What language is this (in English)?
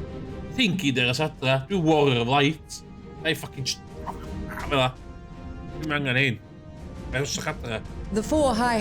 Welsh